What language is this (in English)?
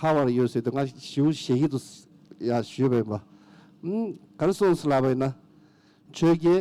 Tibetan